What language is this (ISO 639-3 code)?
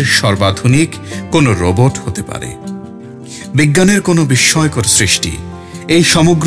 ben